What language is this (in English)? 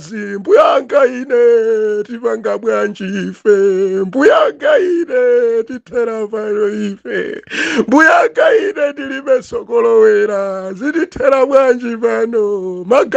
Nyanja